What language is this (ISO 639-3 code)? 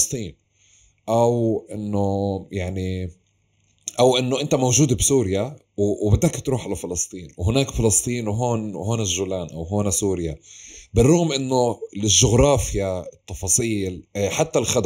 apc